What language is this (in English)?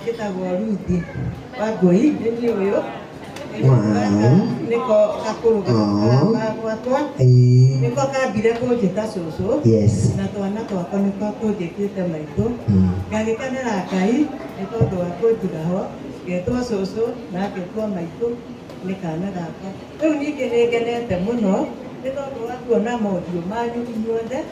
Kikuyu